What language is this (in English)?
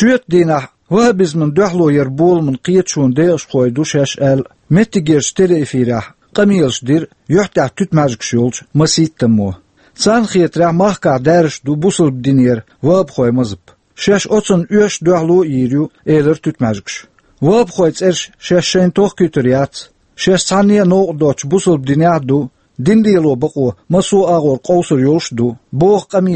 Chechen